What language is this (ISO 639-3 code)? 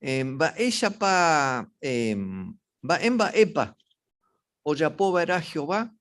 grn